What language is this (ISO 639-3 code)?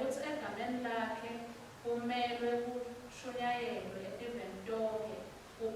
ssw